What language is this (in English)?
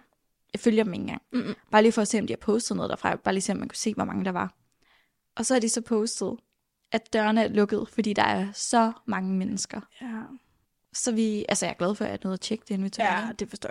Danish